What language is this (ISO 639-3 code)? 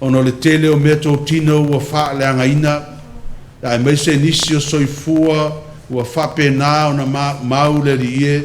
smo